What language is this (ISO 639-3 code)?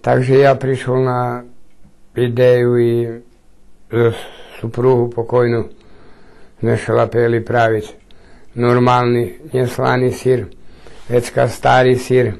rue